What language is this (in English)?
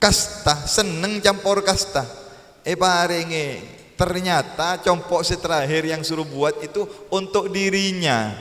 Madurese